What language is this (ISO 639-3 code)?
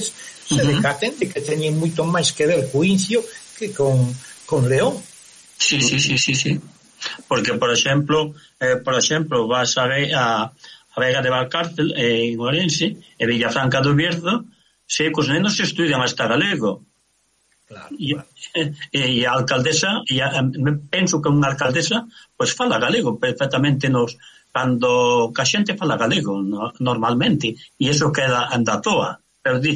glg